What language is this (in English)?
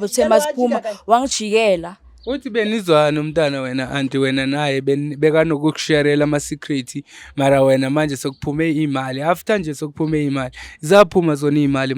Zulu